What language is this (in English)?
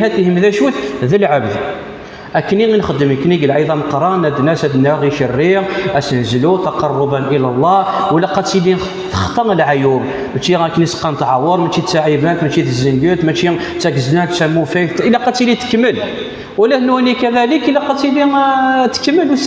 Kabyle